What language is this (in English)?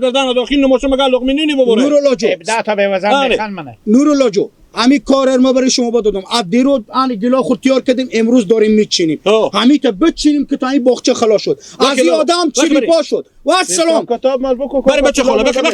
Hazaragi